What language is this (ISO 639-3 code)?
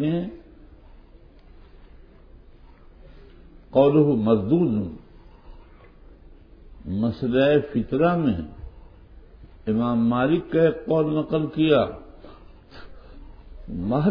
urd